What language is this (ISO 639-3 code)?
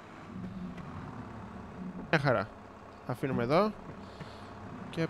ell